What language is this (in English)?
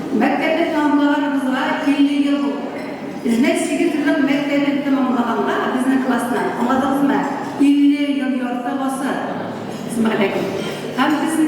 Tatar